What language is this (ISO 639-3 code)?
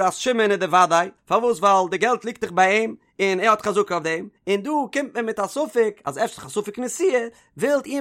yid